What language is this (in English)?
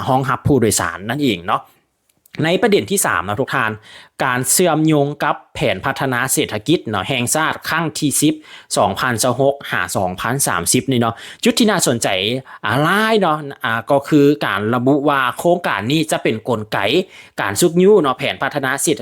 Lao